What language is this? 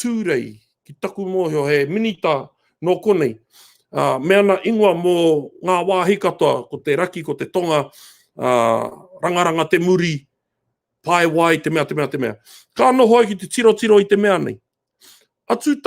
Māori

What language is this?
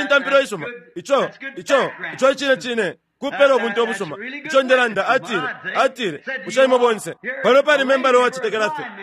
Bemba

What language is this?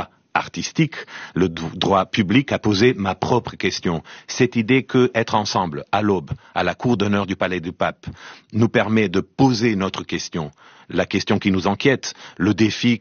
French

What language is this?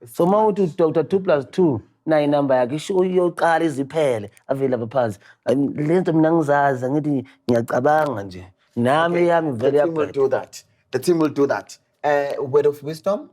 Zulu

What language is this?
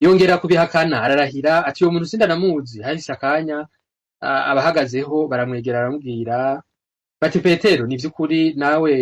Rundi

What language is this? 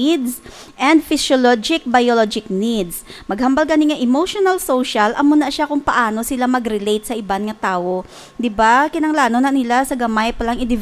Hiligaynon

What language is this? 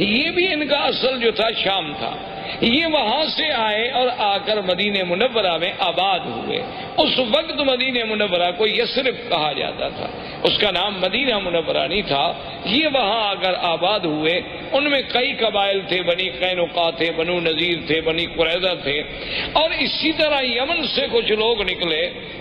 Urdu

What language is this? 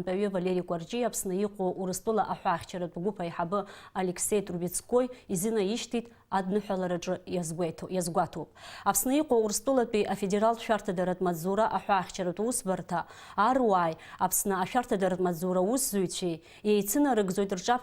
Abkhazian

